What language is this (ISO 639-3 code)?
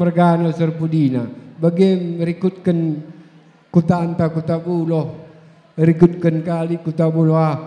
btx